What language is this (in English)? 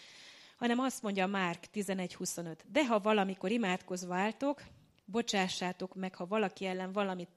Hungarian